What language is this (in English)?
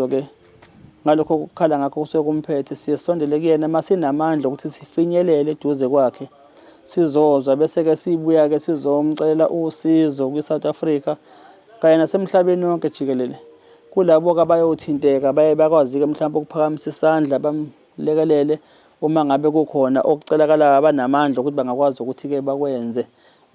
Zulu